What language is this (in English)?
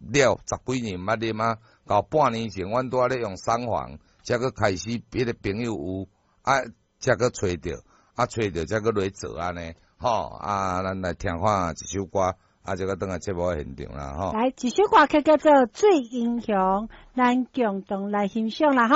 Min Nan Chinese